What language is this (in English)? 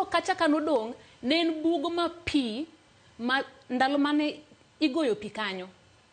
Luo (Kenya and Tanzania)